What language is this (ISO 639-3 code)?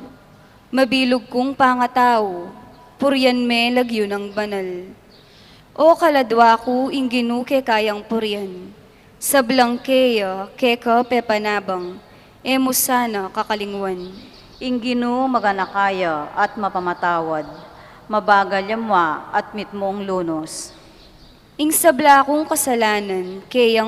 pam